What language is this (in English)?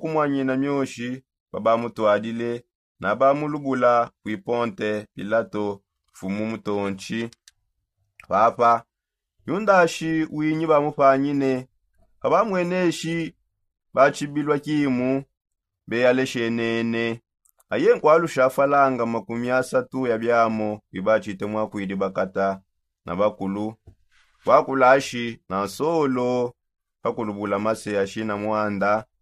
Songe